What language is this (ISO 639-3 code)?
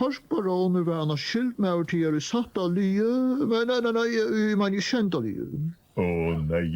fao